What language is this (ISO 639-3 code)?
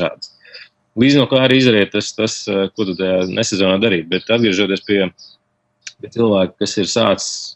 lav